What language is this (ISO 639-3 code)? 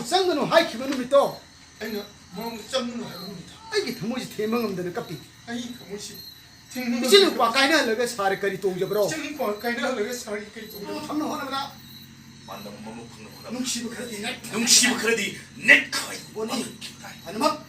mni